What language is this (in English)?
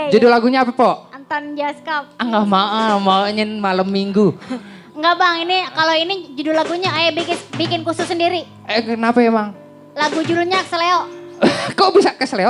Betawi